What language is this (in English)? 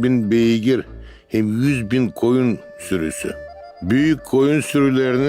Gagauz